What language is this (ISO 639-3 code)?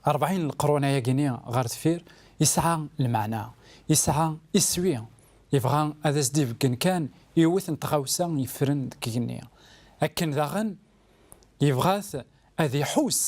kab